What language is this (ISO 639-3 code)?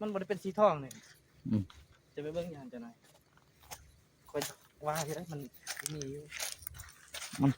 lao